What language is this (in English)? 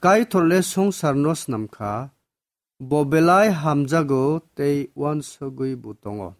Kok Borok